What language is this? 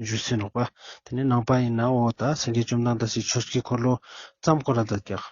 Ladakhi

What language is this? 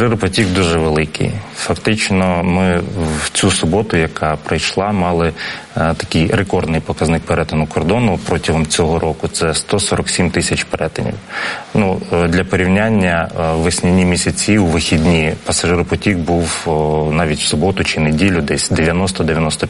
Ukrainian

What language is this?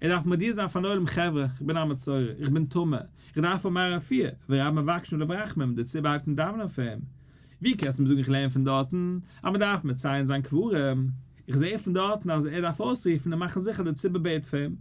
Yiddish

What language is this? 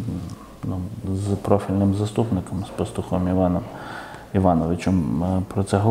Ukrainian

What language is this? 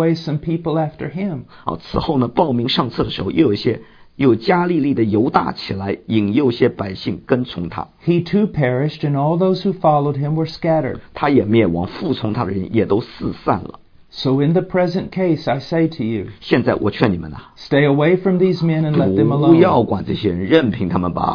Chinese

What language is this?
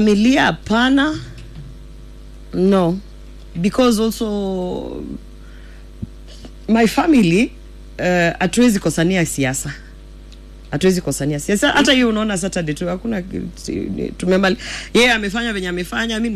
Swahili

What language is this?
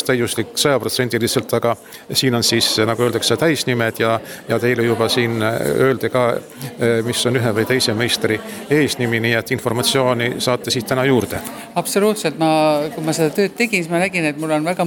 Estonian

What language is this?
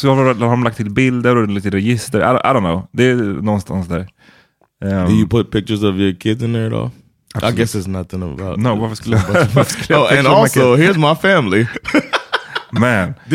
Swedish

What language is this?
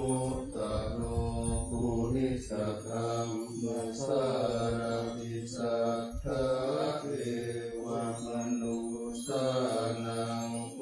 Pali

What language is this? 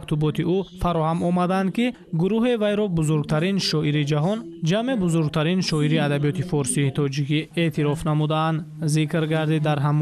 Tajik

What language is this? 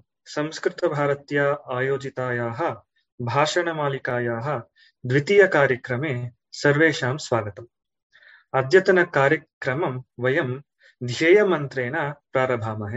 Sanskrit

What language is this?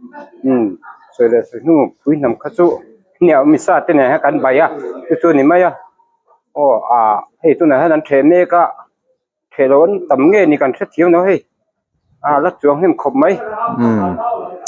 Mizo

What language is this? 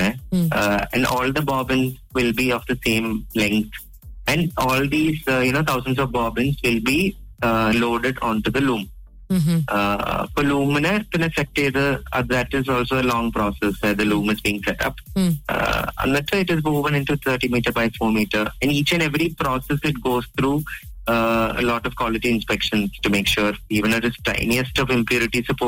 Malayalam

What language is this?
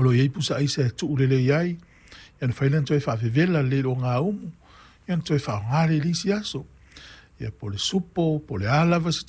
Samoan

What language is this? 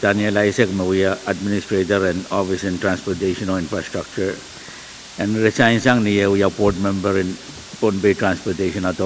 Pohnpeian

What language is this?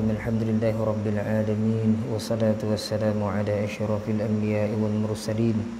Malay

